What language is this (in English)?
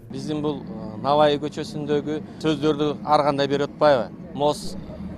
Kyrgyz